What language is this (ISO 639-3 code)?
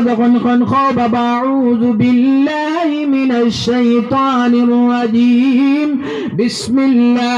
syl